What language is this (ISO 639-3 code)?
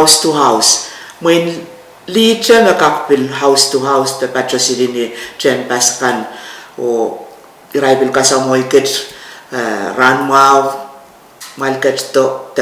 pon